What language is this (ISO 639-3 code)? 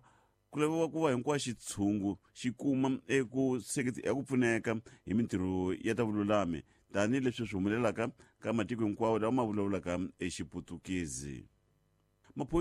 tso